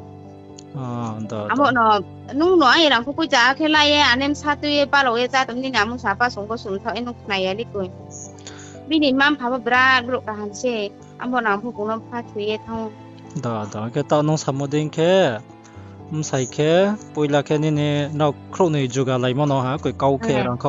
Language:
Riang (India)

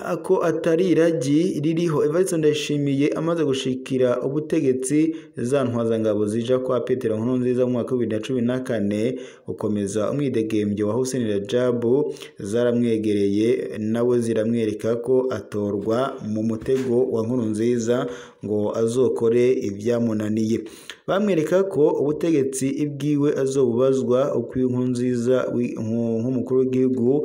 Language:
Rundi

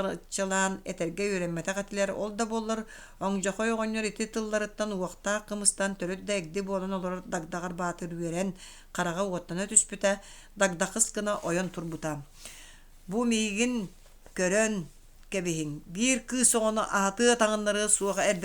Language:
Yakut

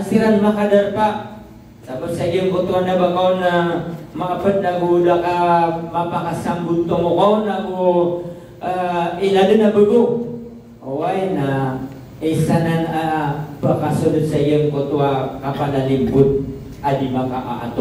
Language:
Maranao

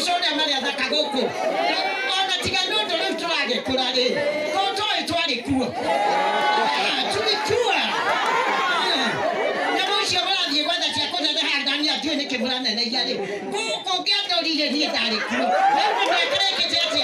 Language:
Kikuyu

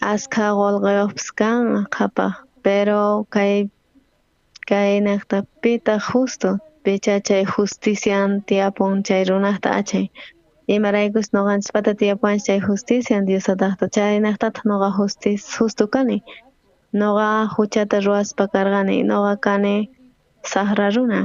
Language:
South Bolivian Quechua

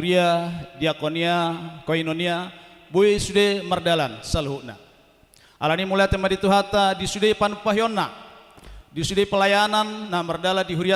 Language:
Batak Toba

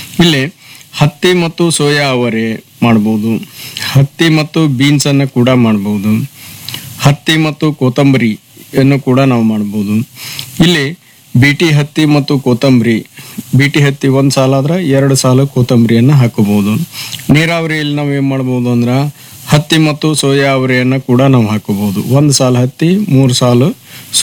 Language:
Kannada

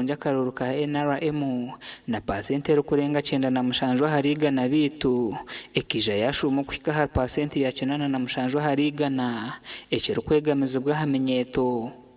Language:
Nyankole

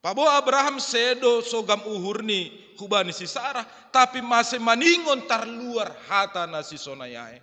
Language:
Batak Simalungun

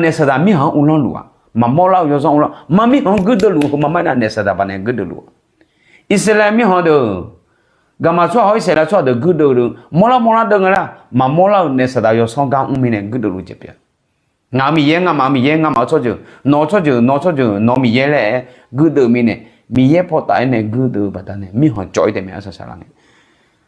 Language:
Akha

